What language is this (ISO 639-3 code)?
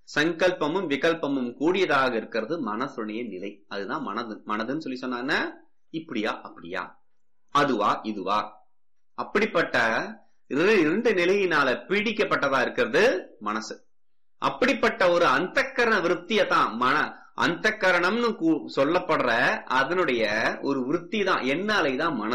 tam